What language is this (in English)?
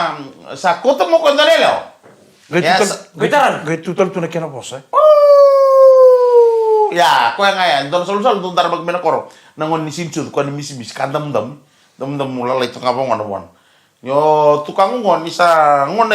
Fijian